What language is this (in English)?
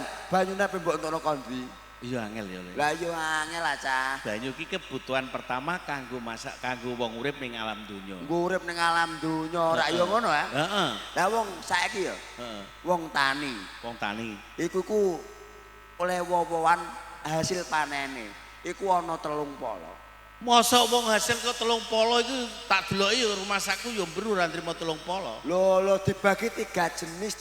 Javanese